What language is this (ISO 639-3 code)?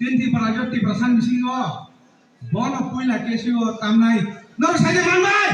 trp